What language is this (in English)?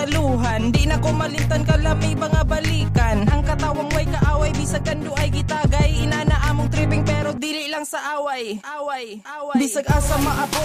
Cebuano